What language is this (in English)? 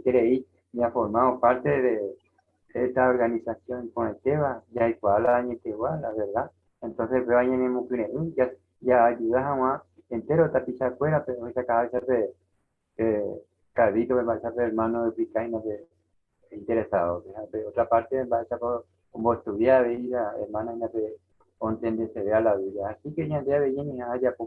Guarani